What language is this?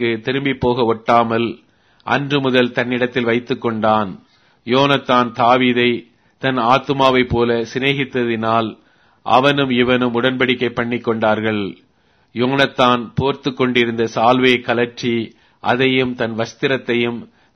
Tamil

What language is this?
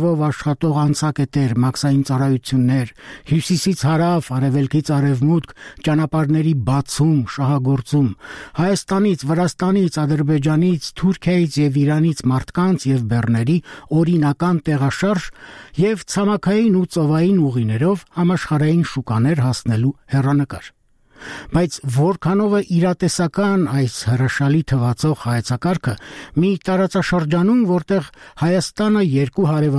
Armenian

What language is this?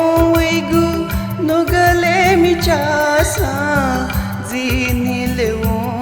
Newari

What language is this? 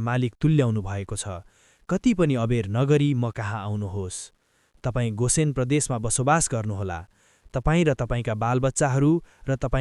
Nepali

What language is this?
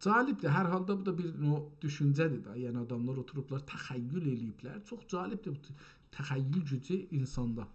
South Azerbaijani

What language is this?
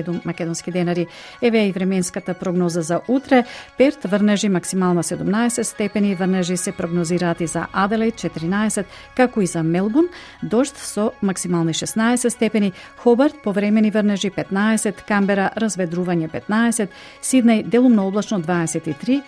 Macedonian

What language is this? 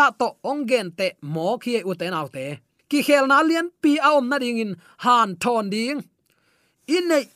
Tedim Chin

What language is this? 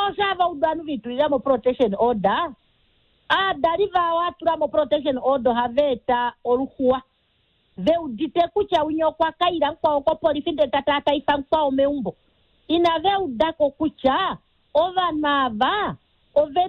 Kuanyama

